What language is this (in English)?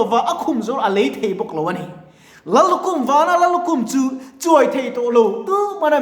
Mizo